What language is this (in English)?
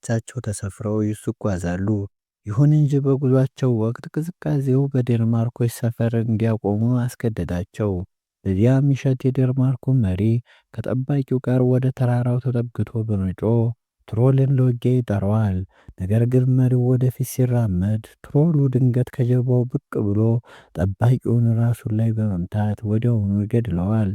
Amharic